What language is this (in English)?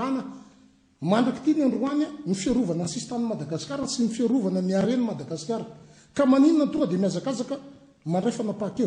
Malagasy